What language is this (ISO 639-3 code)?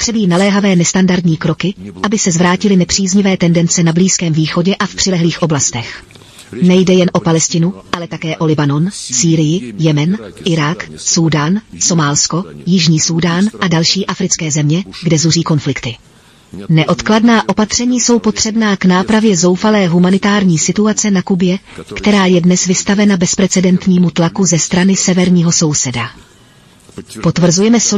ces